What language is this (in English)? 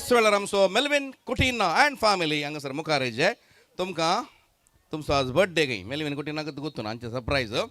Konkani